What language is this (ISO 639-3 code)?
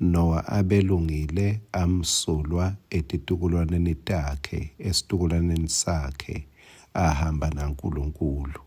ssw